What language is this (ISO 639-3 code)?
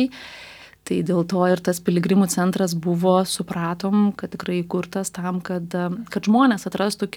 lit